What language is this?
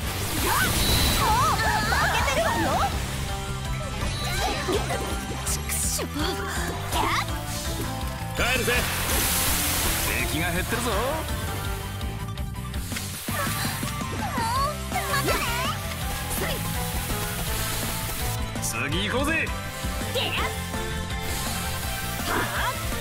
Japanese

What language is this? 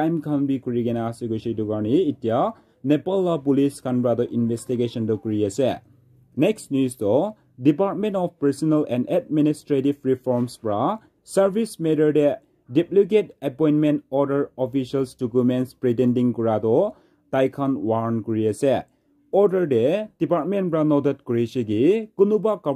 Naga Pidgin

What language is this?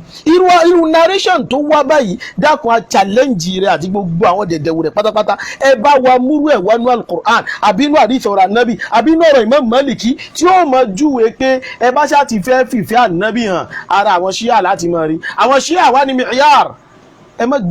Yoruba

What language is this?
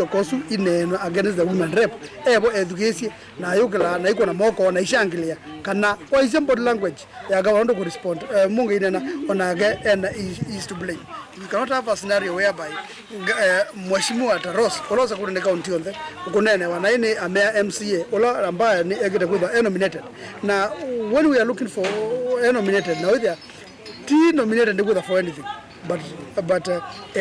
Kamba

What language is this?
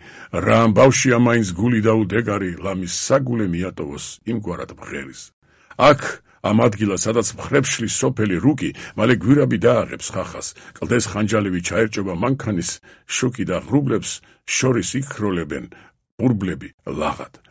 Georgian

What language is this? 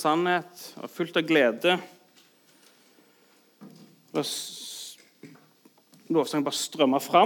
Norwegian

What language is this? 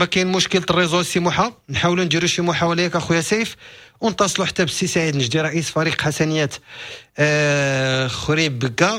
Moroccan Arabic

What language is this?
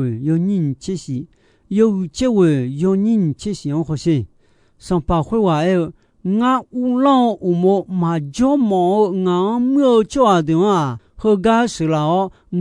Akha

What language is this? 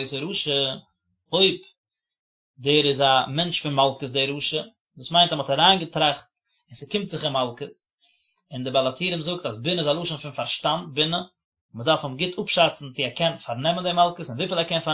Yiddish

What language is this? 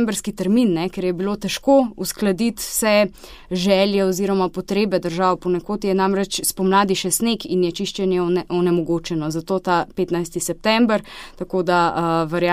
Slovenian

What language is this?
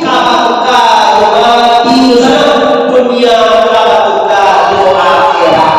Minangkabau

